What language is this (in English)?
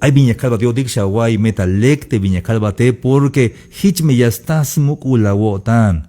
Tzeltal